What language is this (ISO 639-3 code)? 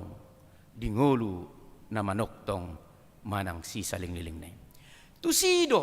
bbc